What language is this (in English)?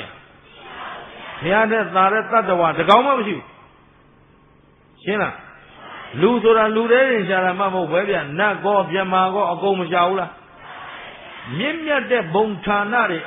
Burmese